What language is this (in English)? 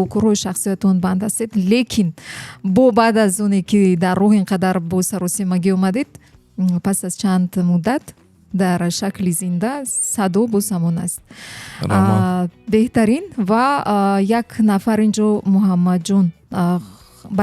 Tajik